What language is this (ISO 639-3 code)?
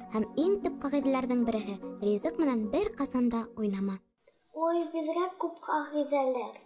bak